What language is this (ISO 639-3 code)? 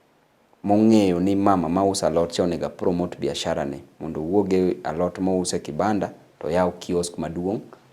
luo